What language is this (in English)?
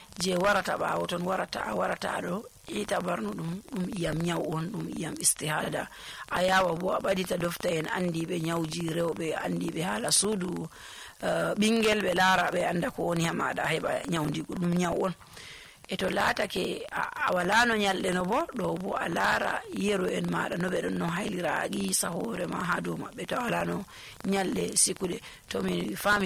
Nigerian Fulfulde